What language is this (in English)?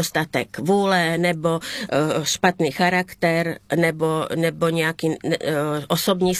Czech